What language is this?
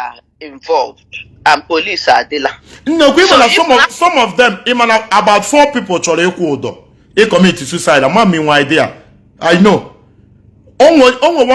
Igbo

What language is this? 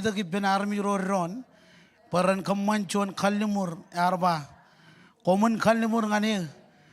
Marshallese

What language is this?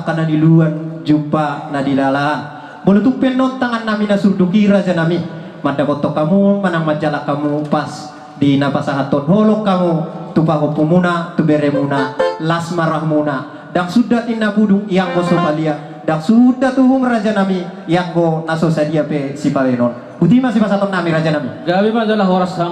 Batak Toba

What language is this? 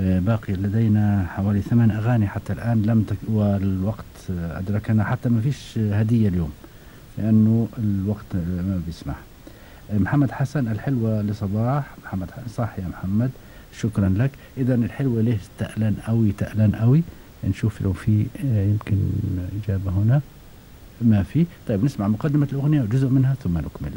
Gulf Arabic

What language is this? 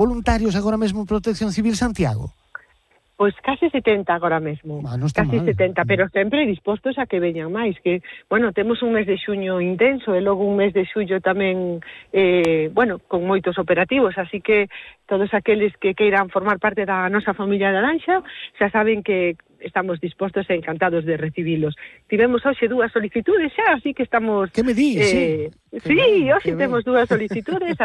Galician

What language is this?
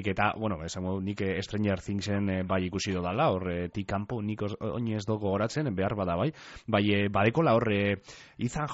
Basque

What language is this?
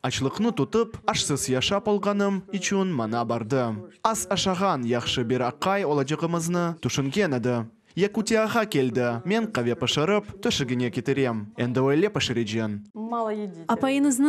Crimean Tatar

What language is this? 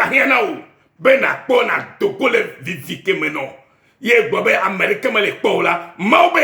Ewe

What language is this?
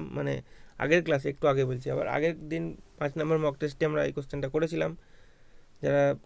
Bangla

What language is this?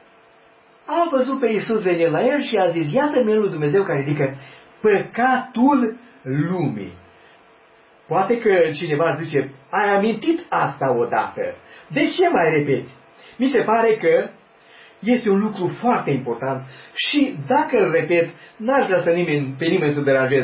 Romanian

